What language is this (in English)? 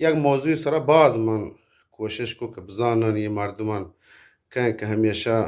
Eastern Balochi